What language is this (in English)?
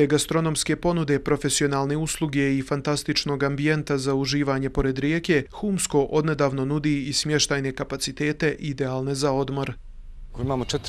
Bosnian